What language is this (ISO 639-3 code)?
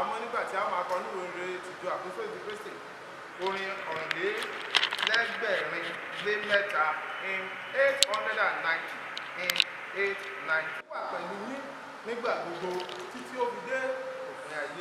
yor